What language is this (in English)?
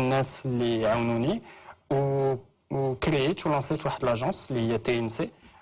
Moroccan Arabic